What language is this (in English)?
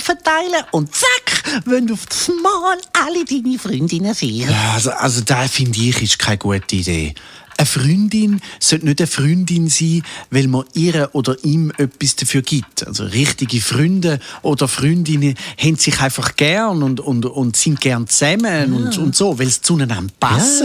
Swiss German